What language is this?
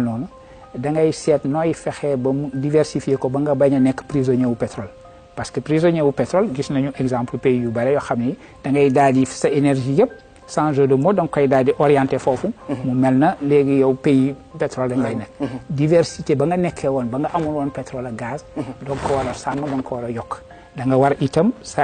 Wolof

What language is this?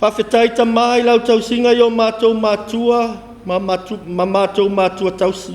Samoan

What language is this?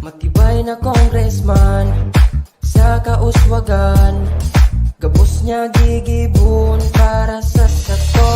Bikol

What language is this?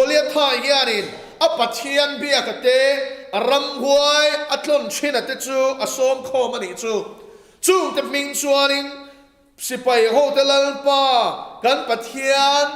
Mizo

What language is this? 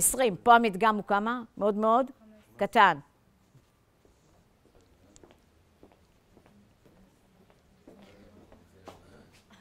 Hebrew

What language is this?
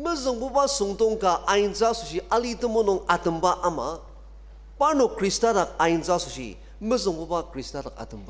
Ao Naga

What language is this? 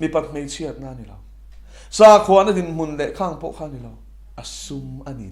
Mizo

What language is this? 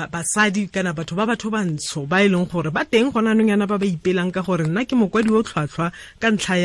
Tswana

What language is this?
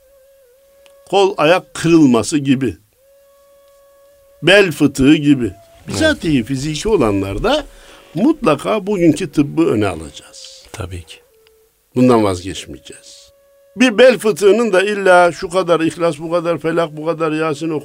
Turkish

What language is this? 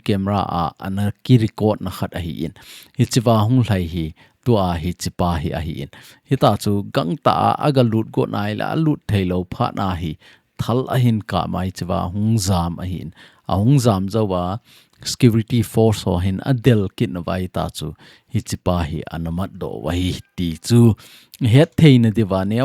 Thado Chin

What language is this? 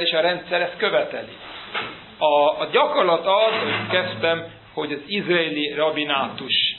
Hungarian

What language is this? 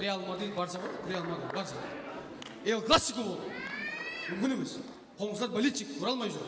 Kara-Kalpak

